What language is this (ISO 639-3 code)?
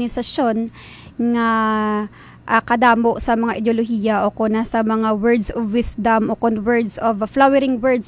hil